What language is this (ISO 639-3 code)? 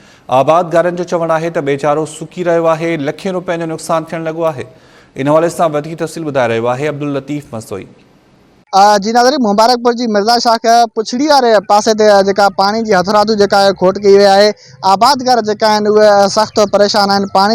snd